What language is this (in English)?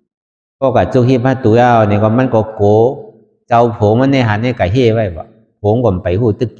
Shan